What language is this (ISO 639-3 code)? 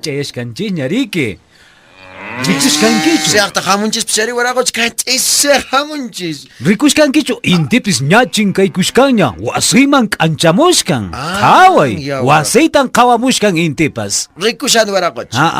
que